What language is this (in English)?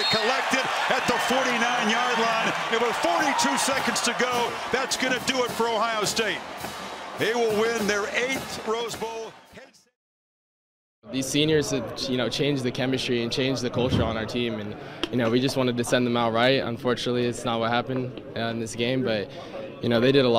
English